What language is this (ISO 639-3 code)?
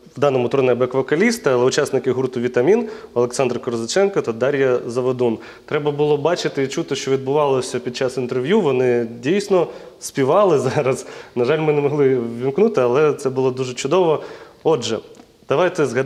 ukr